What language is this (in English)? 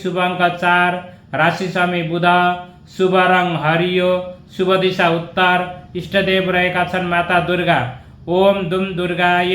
Nepali